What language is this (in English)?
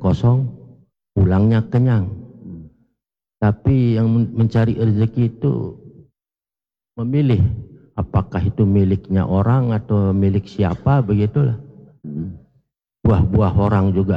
Indonesian